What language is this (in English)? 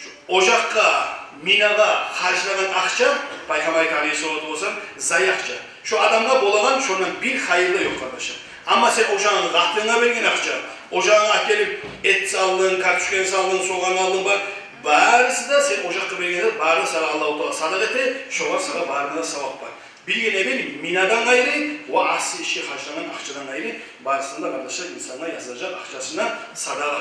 Kumyk